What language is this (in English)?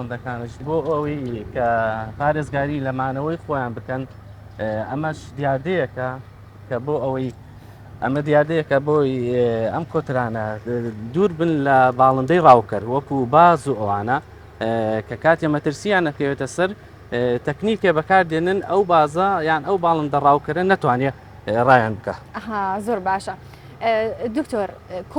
Central Kurdish